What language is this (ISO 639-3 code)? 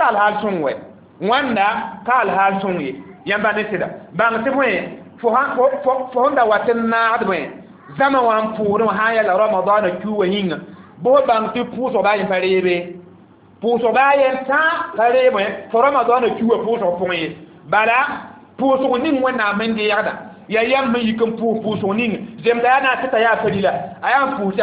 mos